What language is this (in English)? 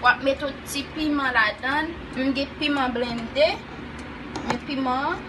Haitian Creole